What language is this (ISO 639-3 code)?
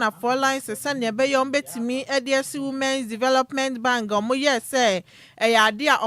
aka